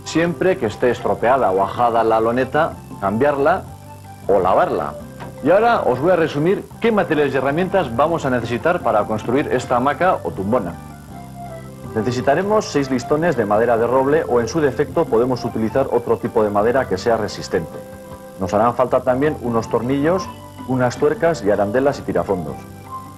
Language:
Spanish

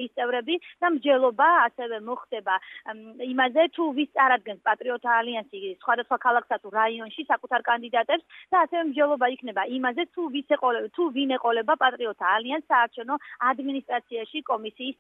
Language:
Georgian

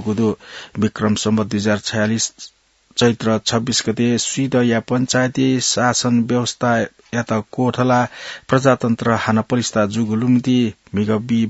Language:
Newari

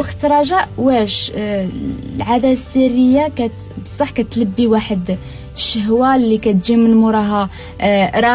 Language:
Moroccan Arabic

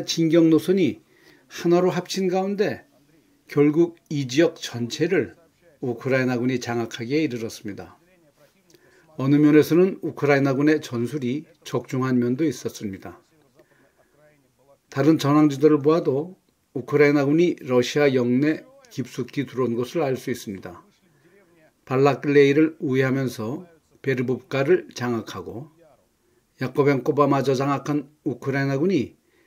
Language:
Korean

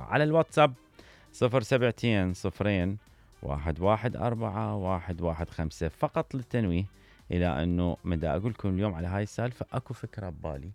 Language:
Mesopotamian Arabic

